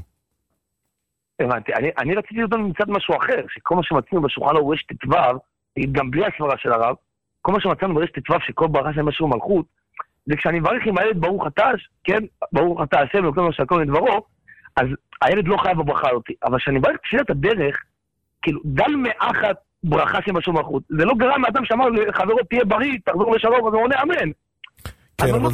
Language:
Hebrew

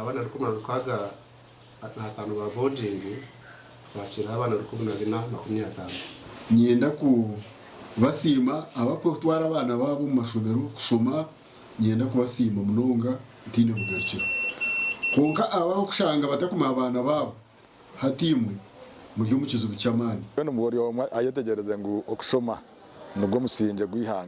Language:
Nyankole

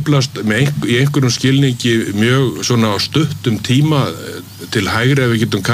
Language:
Icelandic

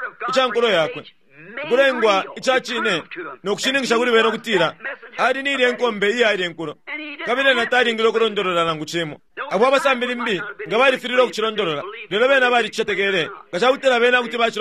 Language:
Bemba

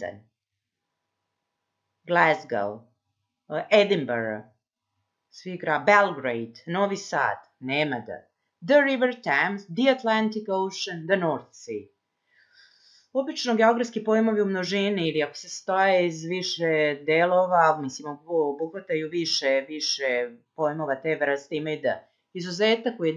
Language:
Serbian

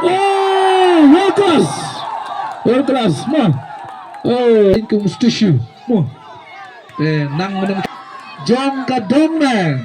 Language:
Khasi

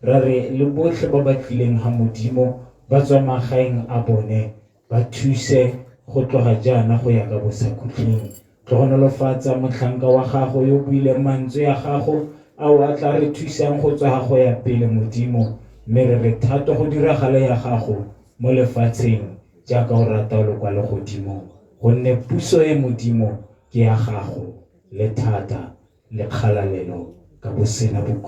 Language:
Tswana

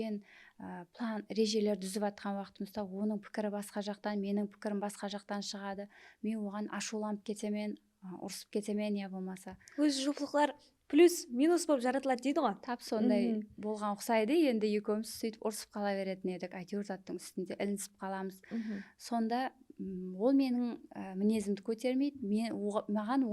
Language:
Kara-Kalpak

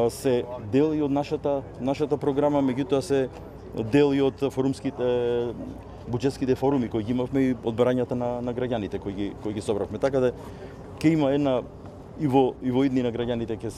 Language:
Macedonian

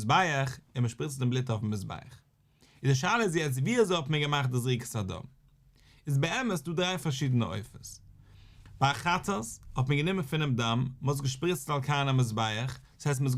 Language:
Yiddish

